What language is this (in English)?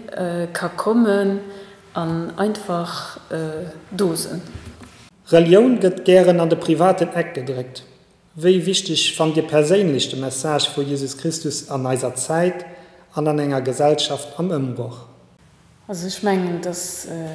Luxembourgish